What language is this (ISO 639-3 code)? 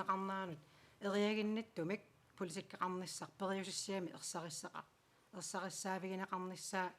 kal